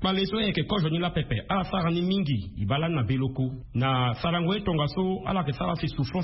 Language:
Sango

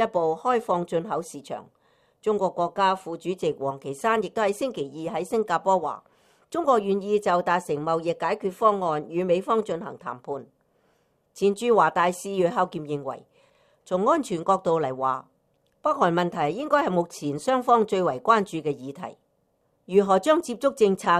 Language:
Cantonese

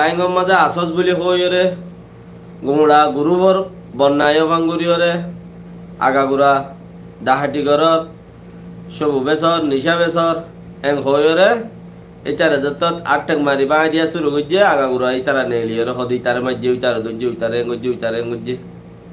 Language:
Rohingya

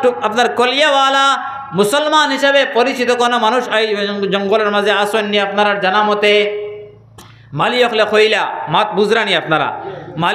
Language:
Sylheti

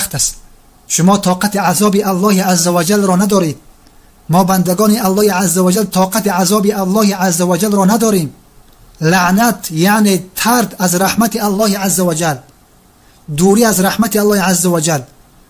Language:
Tajik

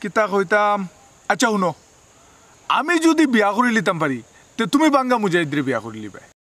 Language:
Sylheti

